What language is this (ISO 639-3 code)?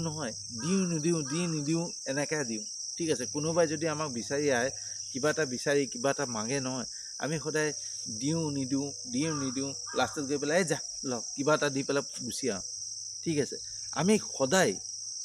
asm